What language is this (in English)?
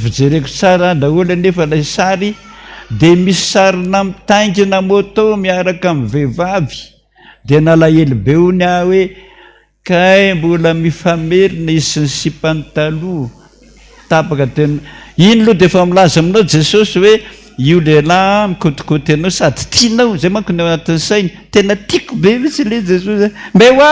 Malagasy